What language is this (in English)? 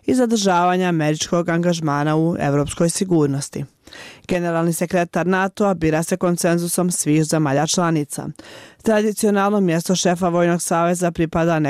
Bosnian